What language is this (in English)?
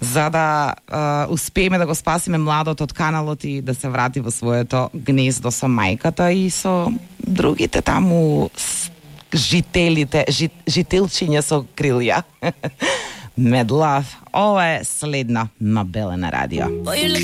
Macedonian